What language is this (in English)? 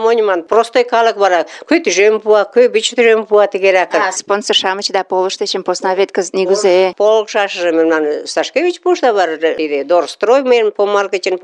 Mari